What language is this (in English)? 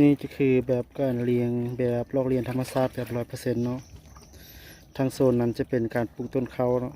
Lao